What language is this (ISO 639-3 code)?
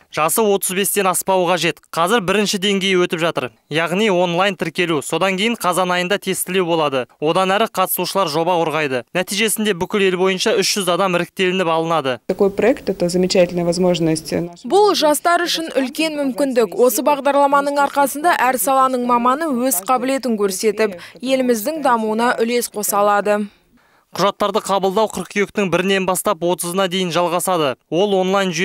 kaz